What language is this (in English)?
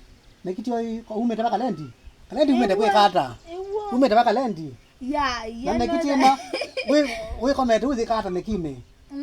Kamba